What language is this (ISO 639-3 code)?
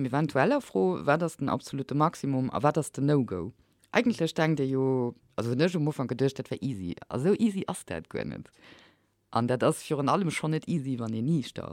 ltz